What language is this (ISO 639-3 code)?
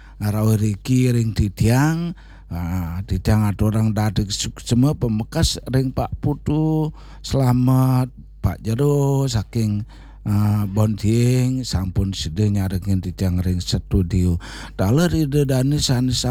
ban